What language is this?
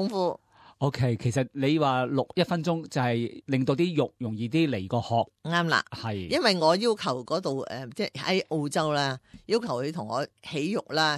Cantonese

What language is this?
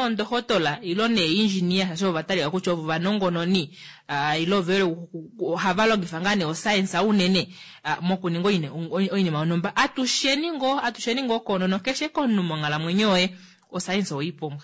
Kuanyama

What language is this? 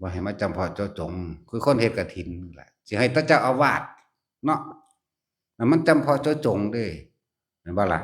Northeastern Thai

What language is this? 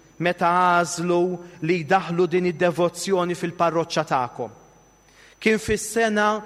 Maltese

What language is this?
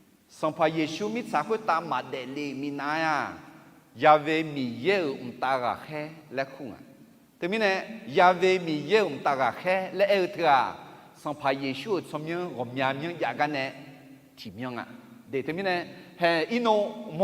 Akha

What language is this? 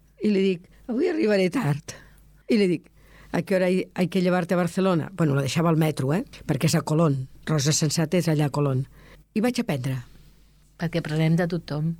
Catalan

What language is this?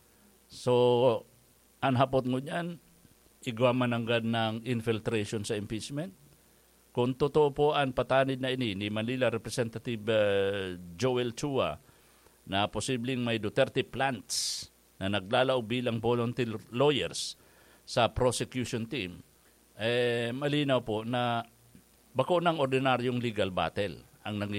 Bikol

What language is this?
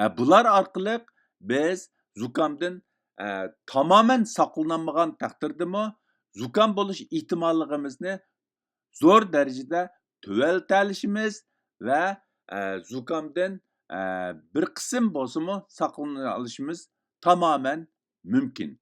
Uyghur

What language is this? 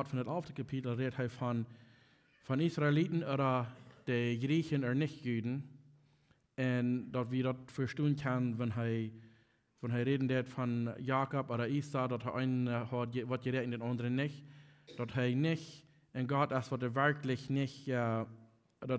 Plautdietsch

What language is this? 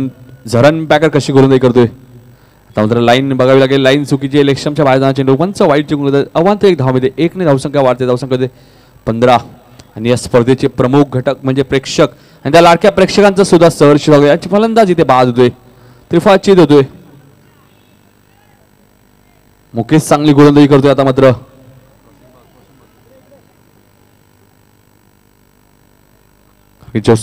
Marathi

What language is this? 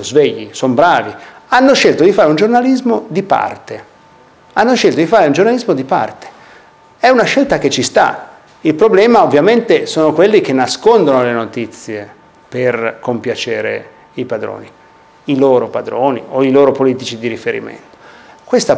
Italian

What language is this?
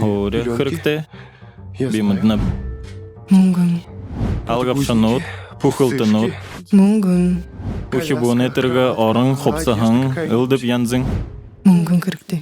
Buriat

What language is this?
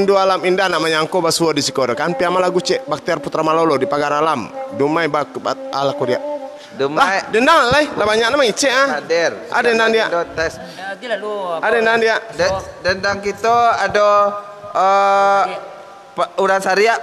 Minangkabau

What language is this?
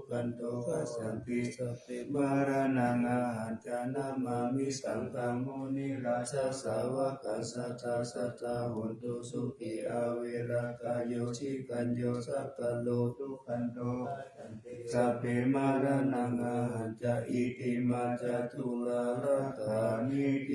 Pali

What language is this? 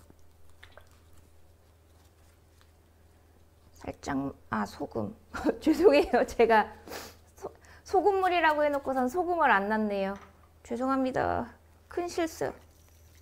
Korean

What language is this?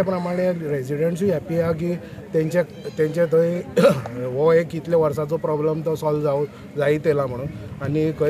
Konkani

